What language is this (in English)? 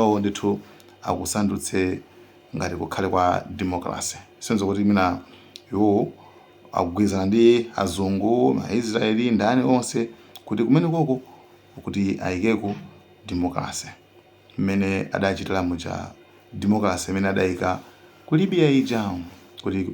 Nyanja